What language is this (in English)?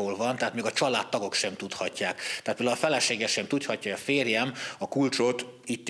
Hungarian